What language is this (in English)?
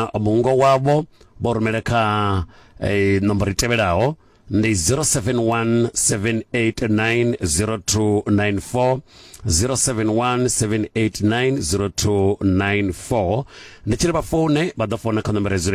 Venda